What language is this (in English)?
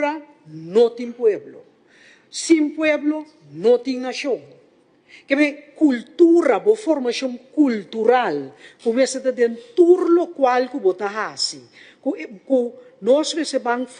Papiamento